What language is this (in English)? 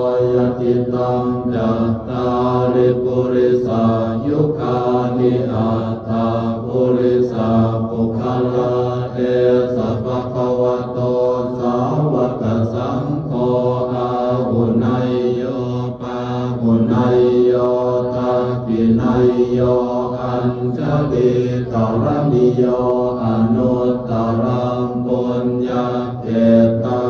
Pali